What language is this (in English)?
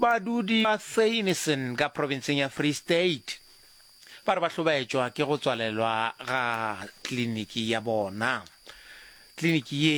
Northern Sotho